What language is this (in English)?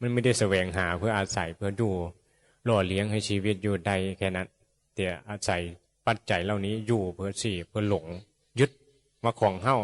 Northeastern Thai